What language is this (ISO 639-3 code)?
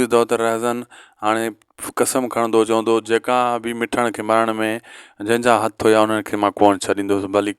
snd